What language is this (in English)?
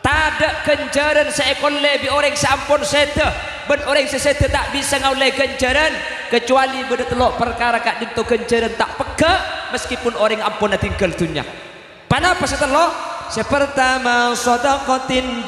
Madurese